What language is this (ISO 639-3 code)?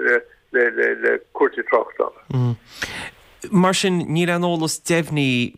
gle